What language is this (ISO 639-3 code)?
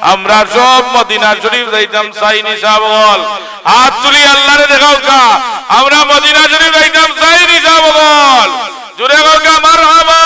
syl